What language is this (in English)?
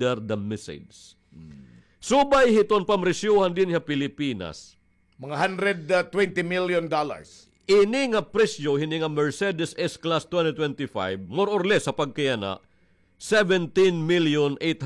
Waray